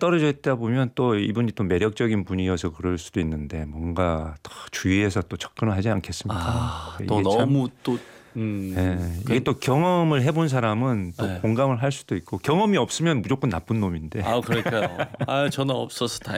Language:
Korean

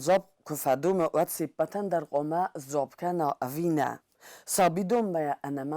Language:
Ossetic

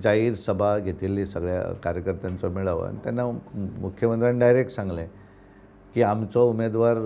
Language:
Konkani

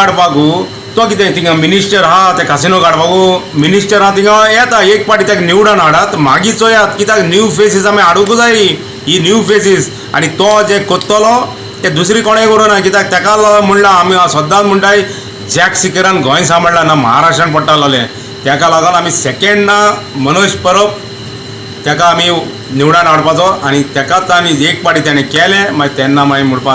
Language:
Konkani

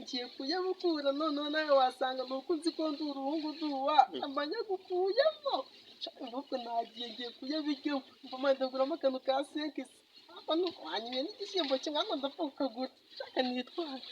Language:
Kinyarwanda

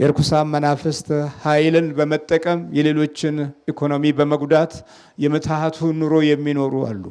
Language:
Amharic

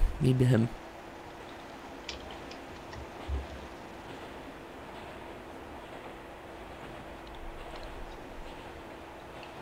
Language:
Czech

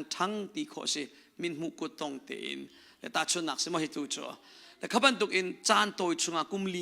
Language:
Hakha Chin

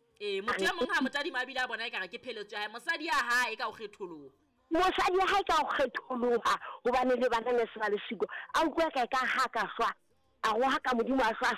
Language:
Southern Sotho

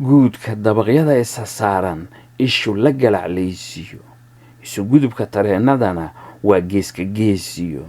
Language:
Somali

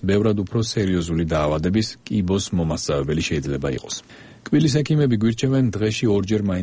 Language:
Georgian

